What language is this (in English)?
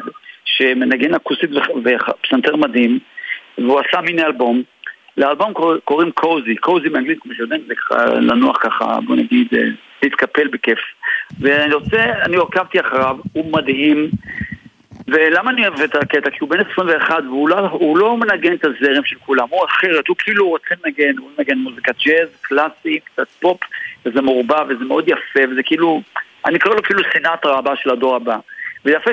Hebrew